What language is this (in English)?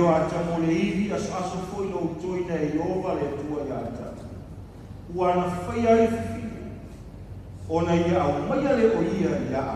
Samoan